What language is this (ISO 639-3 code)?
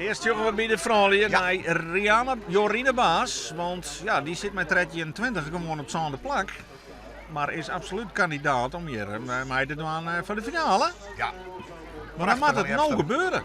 fry